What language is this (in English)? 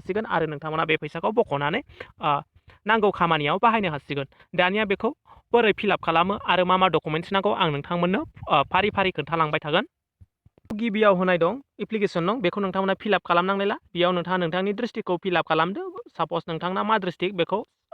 Bodo